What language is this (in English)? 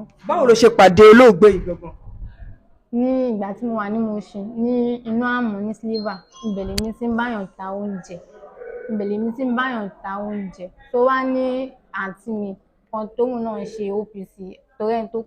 Yoruba